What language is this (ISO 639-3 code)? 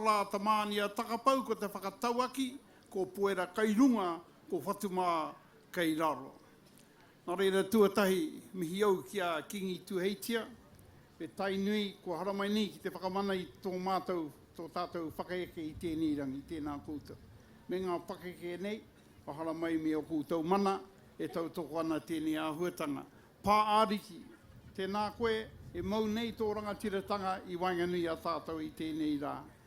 mri